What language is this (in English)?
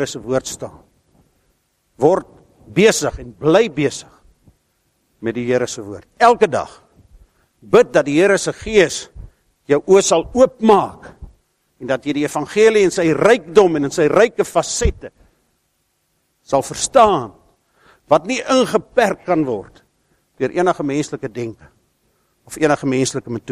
Afrikaans